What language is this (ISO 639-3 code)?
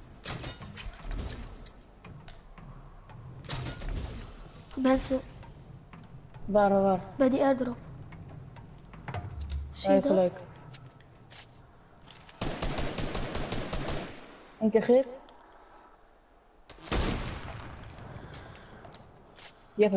nld